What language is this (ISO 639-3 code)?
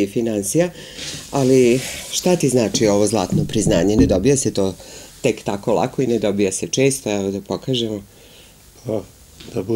srp